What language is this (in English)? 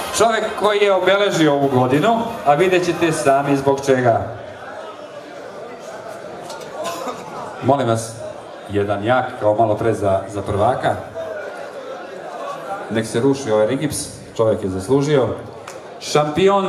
Serbian